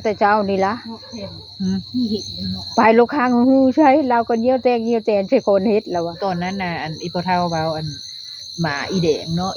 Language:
Northeastern Thai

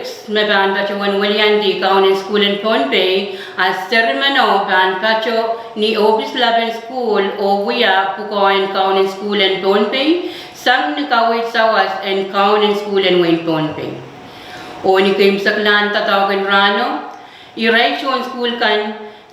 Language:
Pohnpeian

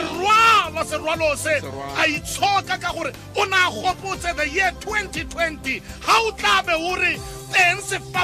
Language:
Tswana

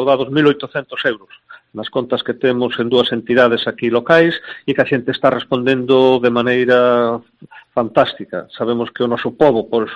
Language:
Galician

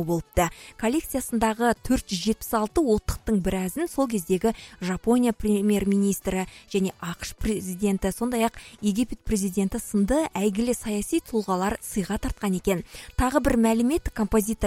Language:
Kazakh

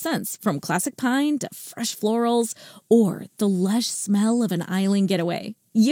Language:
English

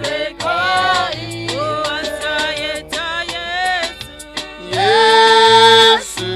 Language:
Nyankole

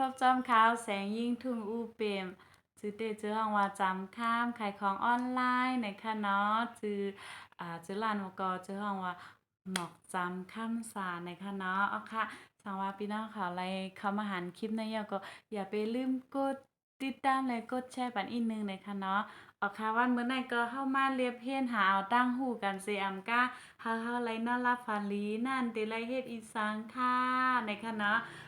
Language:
Shan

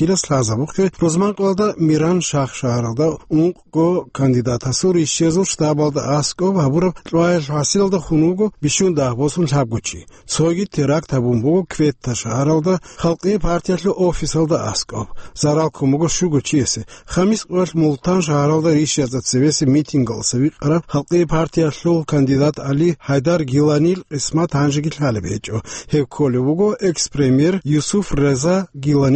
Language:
Avaric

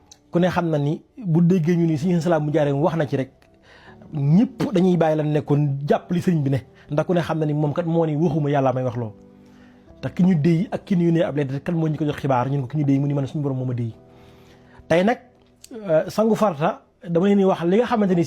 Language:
Wolof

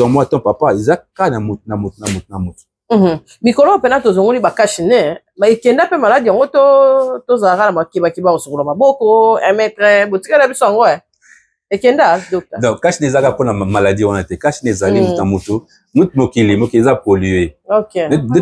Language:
Lingala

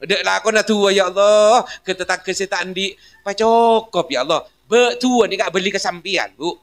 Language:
Madurese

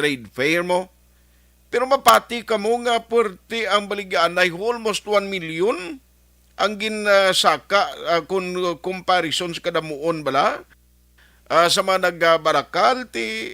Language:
Hiligaynon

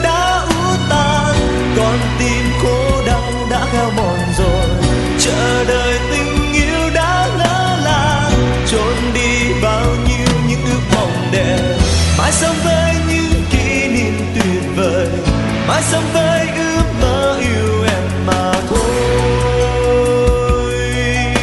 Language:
Vietnamese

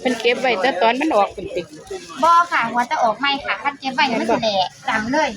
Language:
Northeastern Thai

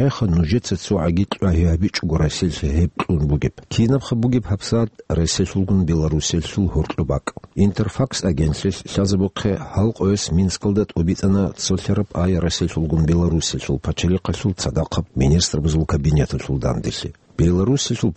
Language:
Avaric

